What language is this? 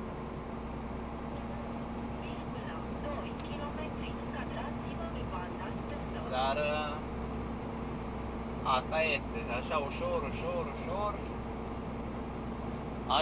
Romanian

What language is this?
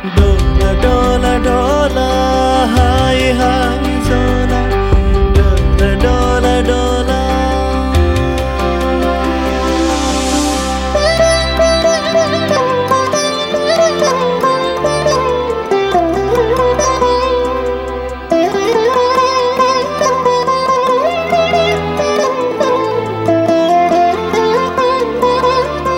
Telugu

